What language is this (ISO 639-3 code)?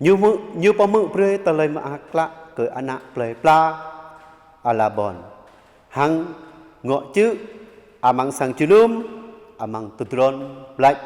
jra